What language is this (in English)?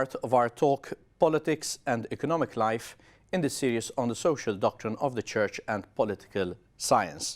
English